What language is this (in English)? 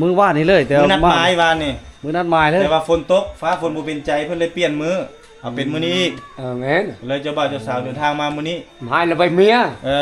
Lao